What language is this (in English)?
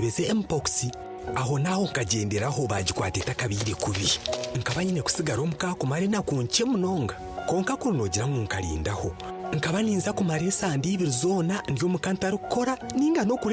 Nyankole